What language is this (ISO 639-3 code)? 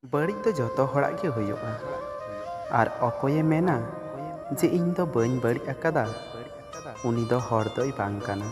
sat